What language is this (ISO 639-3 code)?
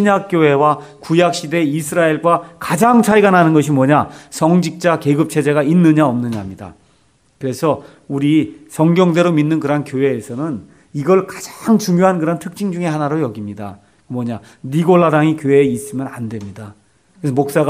kor